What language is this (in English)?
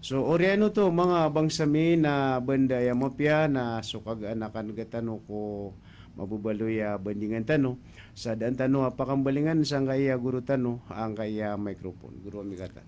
Maranao